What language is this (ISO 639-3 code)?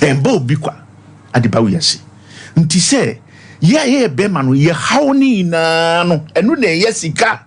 aka